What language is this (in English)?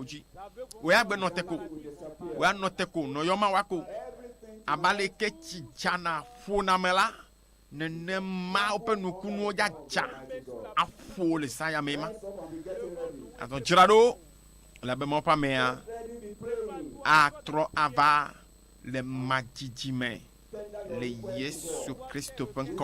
Ewe